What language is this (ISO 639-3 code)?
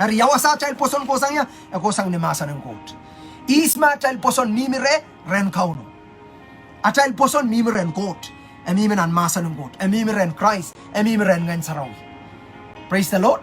pon